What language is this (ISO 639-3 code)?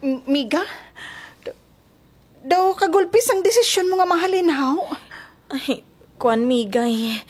hil